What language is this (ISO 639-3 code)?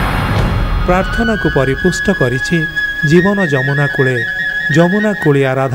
ori